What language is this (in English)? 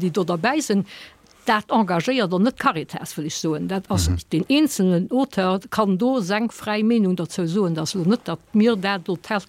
Luxembourgish